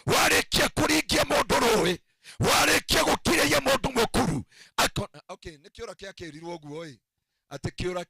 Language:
Kikuyu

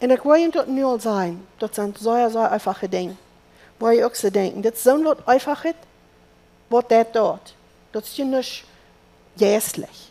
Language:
Plautdietsch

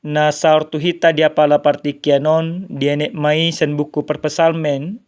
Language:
Batak Toba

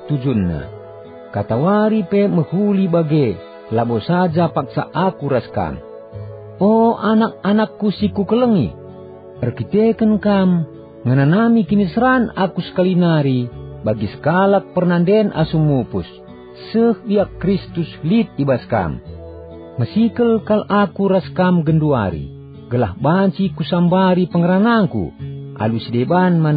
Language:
Batak Karo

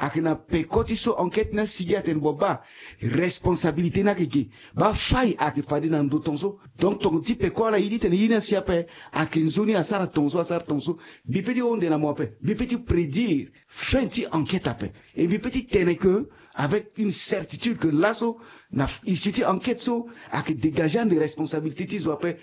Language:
Sango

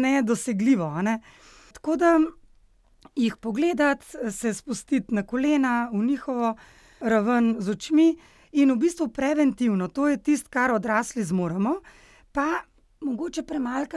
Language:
Slovenian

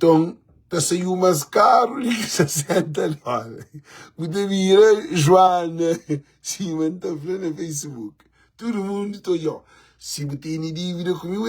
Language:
Kabuverdianu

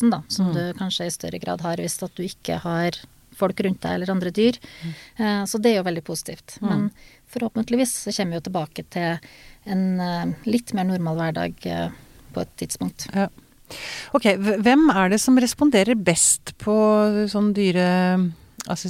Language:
Norwegian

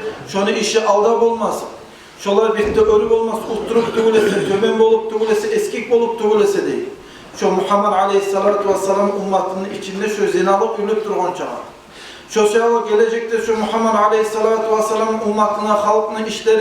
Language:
Kumyk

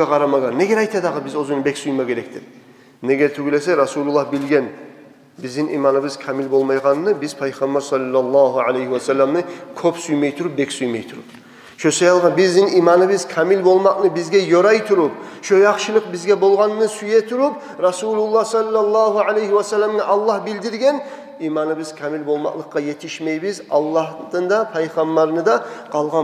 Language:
Kumyk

